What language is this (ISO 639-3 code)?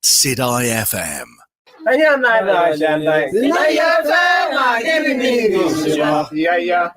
mas